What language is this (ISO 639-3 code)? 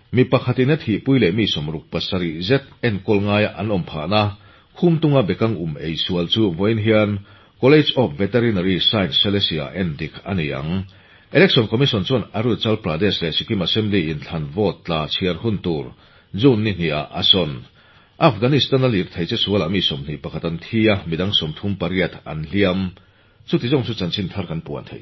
lus